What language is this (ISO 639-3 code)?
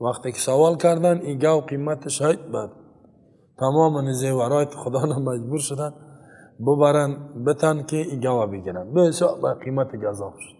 fas